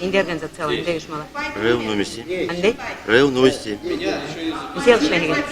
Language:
Bashkir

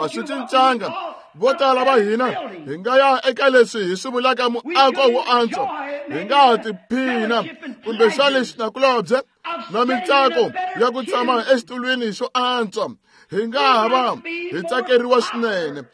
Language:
Tsonga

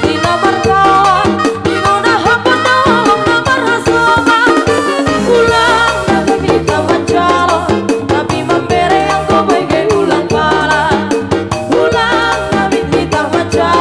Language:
Batak Simalungun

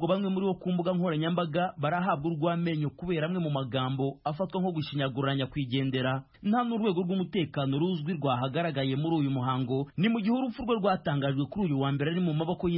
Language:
Kinyarwanda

